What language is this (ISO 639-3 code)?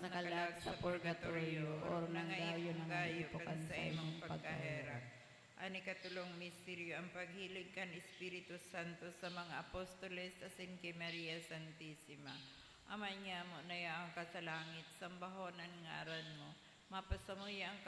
bik